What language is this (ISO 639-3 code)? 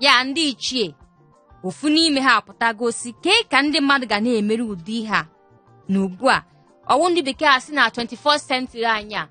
ibo